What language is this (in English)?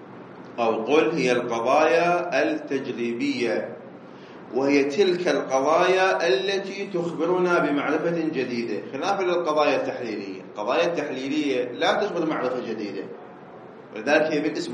Arabic